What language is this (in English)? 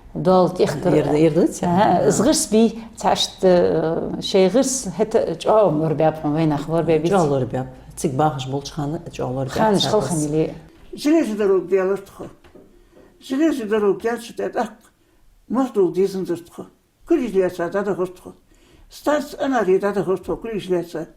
Ingush